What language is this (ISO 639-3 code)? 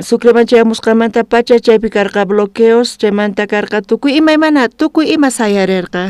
quh